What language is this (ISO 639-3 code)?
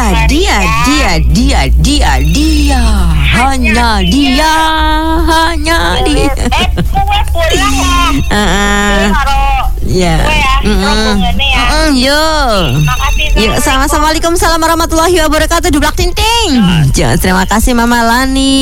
ind